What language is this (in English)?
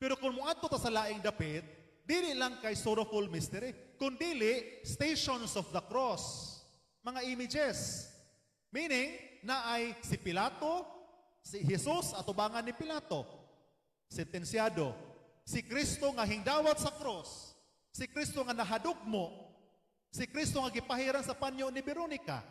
Cebuano